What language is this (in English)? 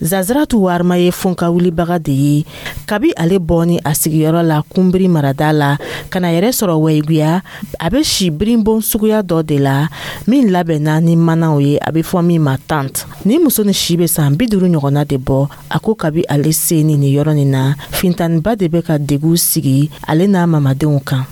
Dyula